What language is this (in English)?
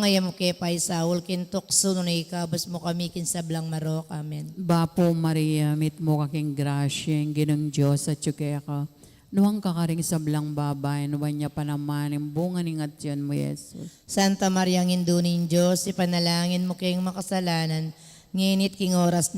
Pampanga